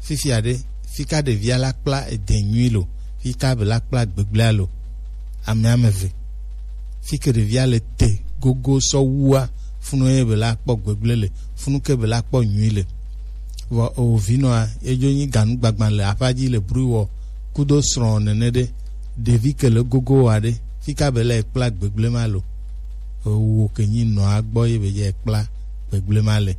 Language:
Gen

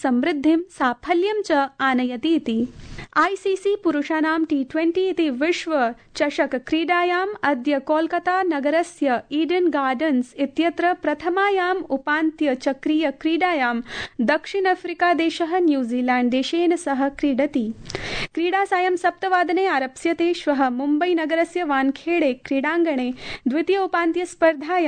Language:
Sanskrit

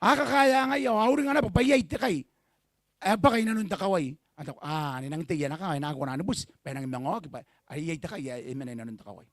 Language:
Gilbertese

